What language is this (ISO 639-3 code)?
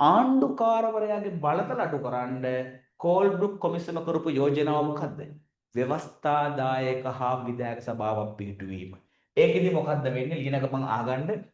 sin